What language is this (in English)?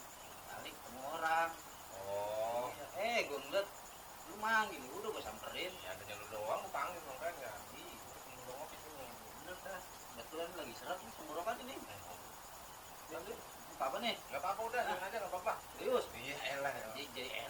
Betawi